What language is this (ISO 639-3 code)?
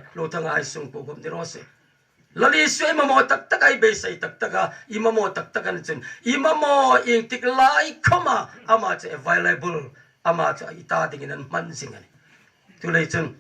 hmr